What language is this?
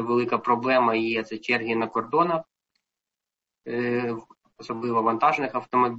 Ukrainian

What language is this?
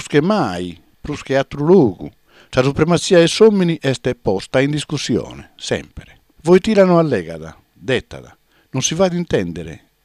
Sardinian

